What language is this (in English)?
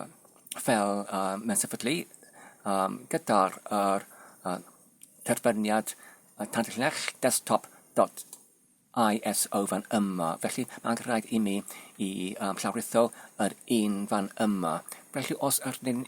Welsh